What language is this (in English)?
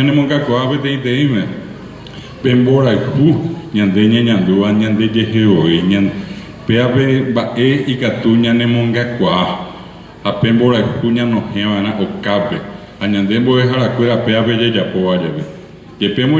Guarani